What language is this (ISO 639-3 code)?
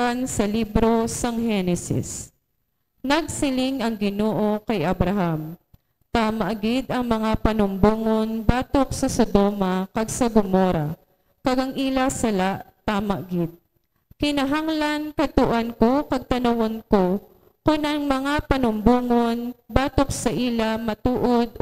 hil